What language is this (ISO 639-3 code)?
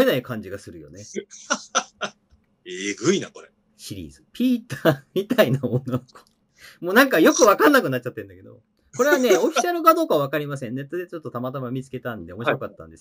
jpn